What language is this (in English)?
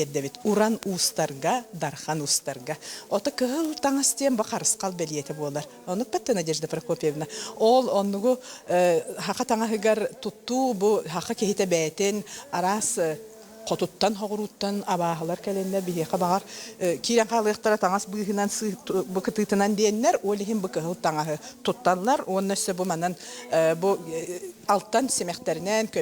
Yakut